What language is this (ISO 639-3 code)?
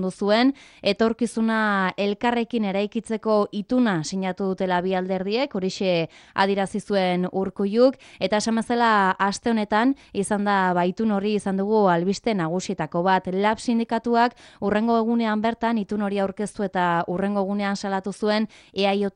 eus